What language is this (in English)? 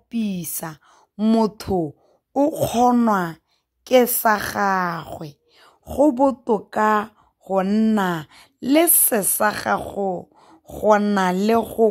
Tswana